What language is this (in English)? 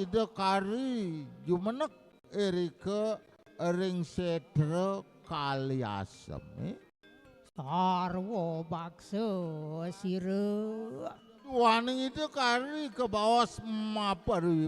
Balinese